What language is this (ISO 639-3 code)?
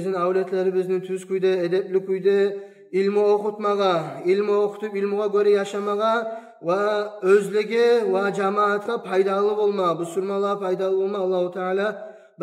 kum